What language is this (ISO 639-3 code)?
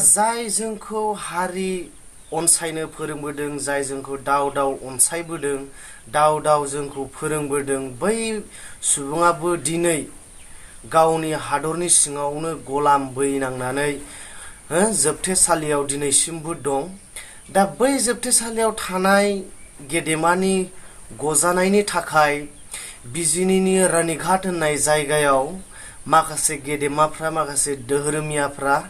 brx